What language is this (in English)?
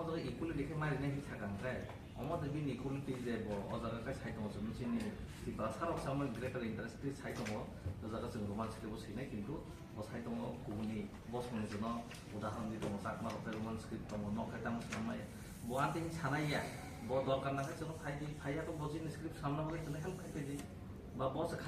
Kok Borok